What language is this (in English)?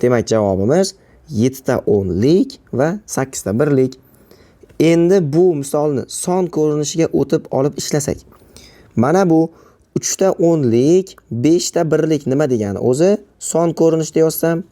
Uzbek